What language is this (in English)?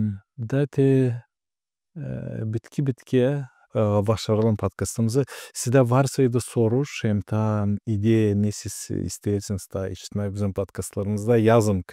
Gagauz